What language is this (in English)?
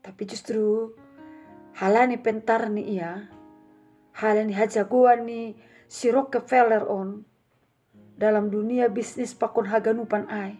Batak Simalungun